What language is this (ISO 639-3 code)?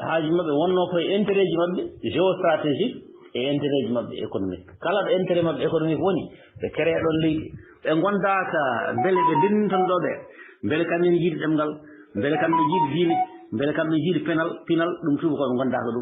ful